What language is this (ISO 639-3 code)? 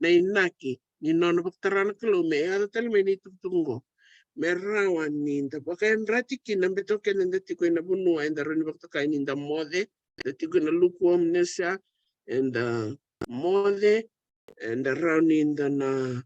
fij